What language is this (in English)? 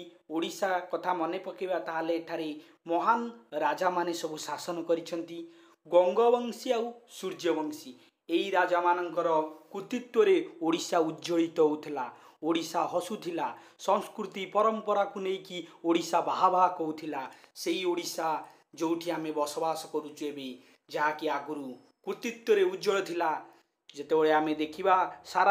Odia